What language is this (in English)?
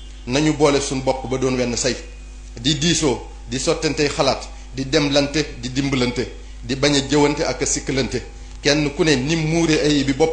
Wolof